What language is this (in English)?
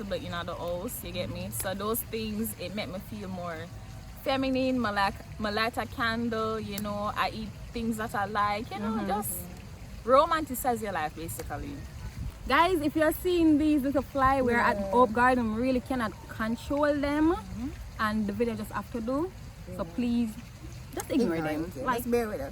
Jamaican Creole English